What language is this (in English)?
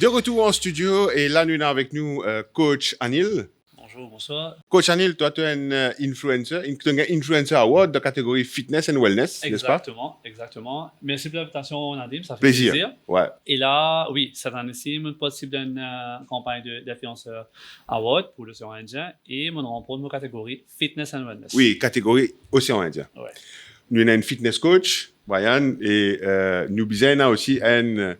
Morisyen